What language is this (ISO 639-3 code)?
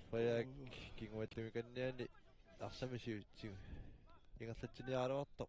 kal